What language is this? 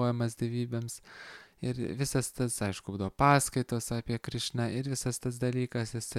Lithuanian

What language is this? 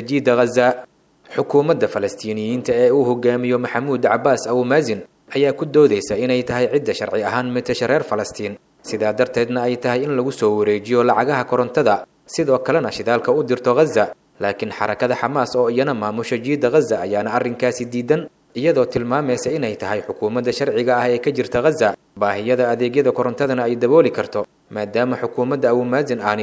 Somali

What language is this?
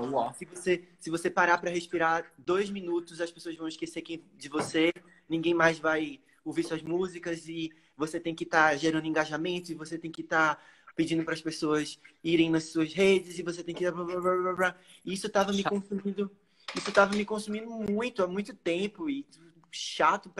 Portuguese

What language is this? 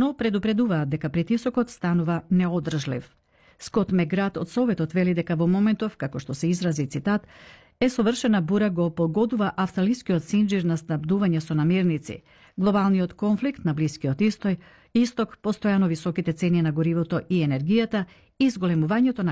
Macedonian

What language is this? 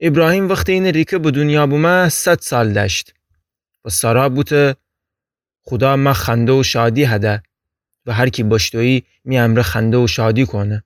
Gilaki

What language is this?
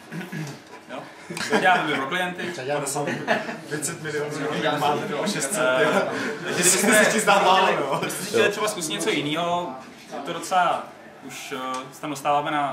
Czech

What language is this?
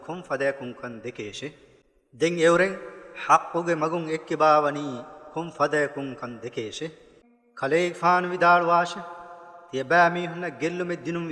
Divehi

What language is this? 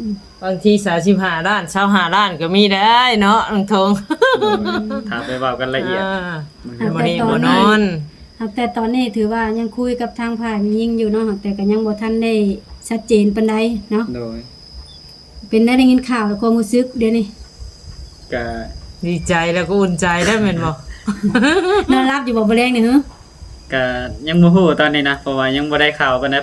Lao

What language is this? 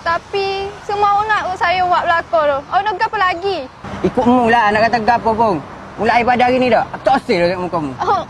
Minangkabau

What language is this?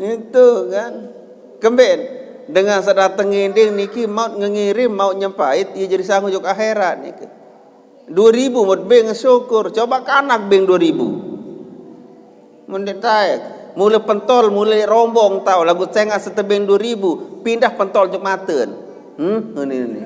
Sasak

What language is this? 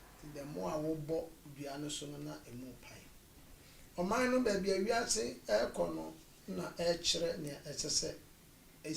Akan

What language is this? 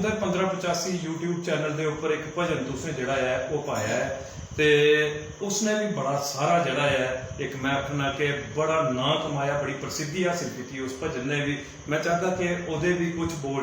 Dogri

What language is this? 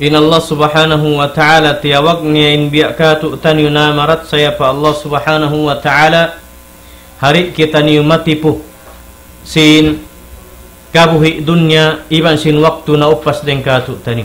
Tausug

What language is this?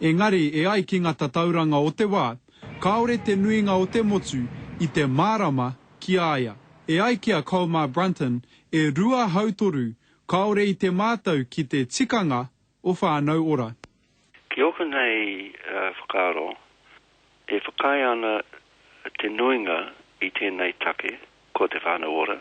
Māori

